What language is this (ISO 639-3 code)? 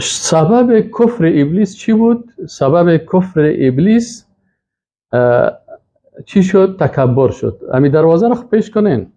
fas